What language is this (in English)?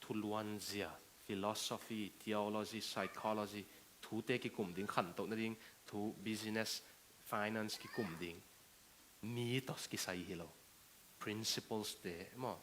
Tedim Chin